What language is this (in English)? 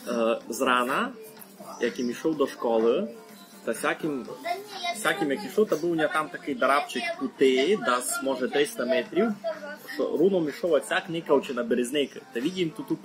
Rusyn